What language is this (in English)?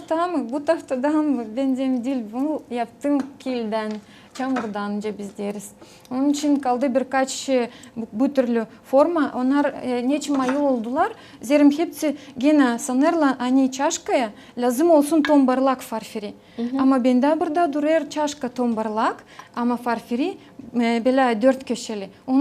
Gagauz